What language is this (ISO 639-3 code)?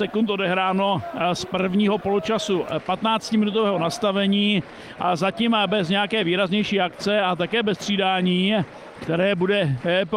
ces